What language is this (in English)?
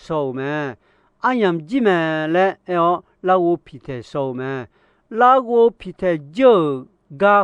Akha